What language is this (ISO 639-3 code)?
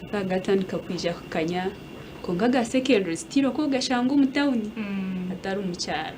nyn